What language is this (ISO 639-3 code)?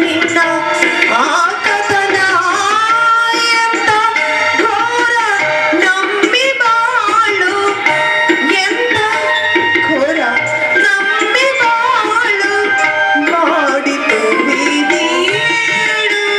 kan